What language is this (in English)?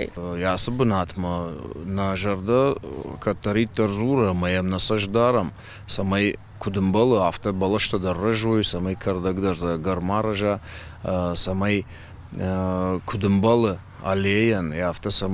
Ossetic